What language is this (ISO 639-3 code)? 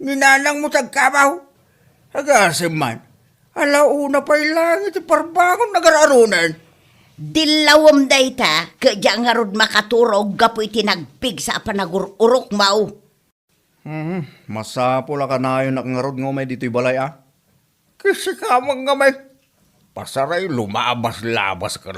ilo